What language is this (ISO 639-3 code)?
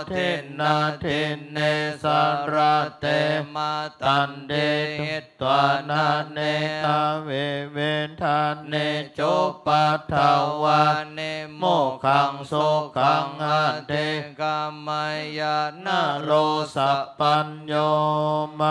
pli